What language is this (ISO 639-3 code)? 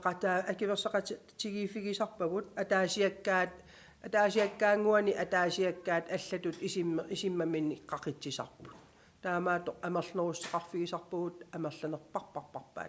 kal